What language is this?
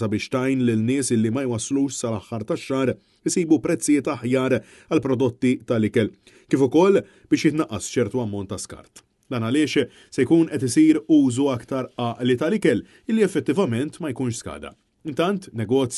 Maltese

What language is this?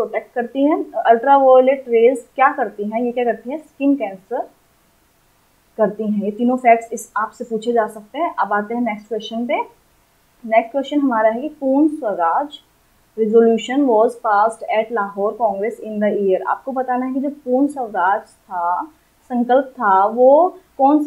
Hindi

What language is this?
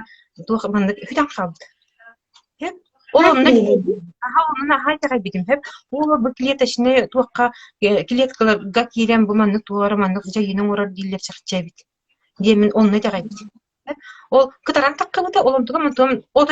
Yakut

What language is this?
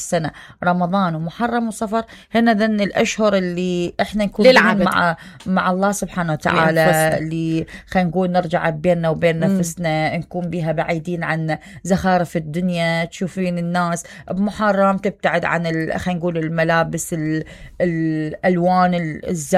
Mesopotamian Arabic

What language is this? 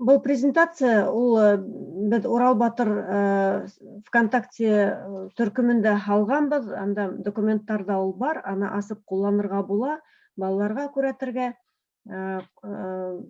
Bashkir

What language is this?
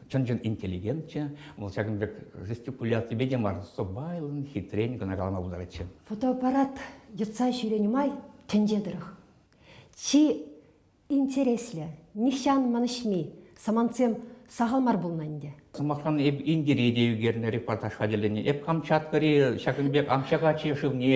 Chuvash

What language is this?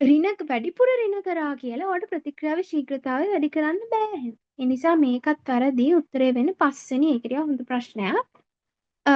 Sinhala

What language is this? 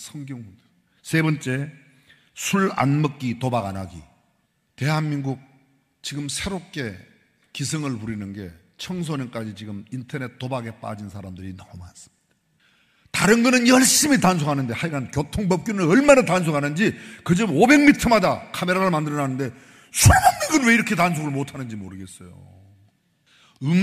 Korean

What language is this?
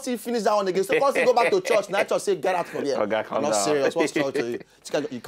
Nigerian Pidgin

